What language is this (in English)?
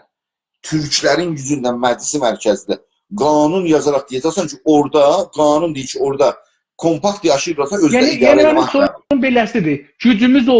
South Azerbaijani